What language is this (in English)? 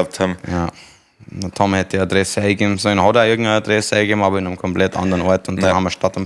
Bavarian